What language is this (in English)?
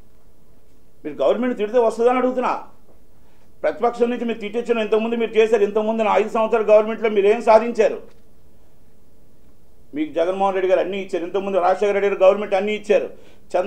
Telugu